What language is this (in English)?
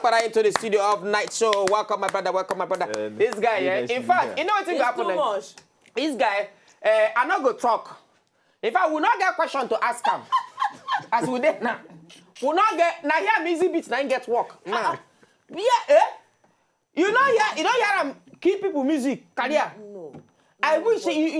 Nigerian Pidgin